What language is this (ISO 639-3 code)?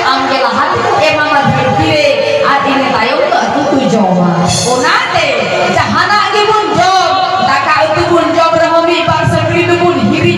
sat